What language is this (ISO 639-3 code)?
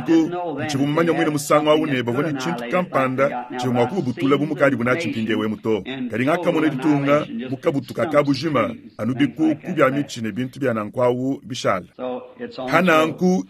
lua